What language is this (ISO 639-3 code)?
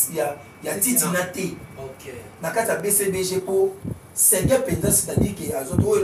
lin